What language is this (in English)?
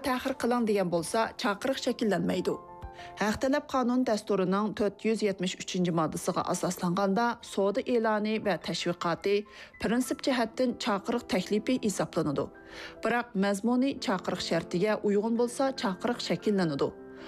Uyghur